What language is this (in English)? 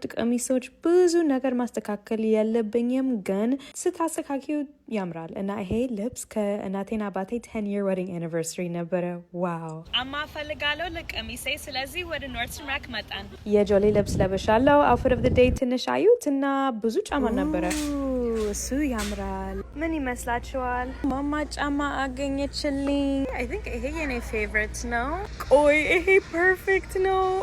Amharic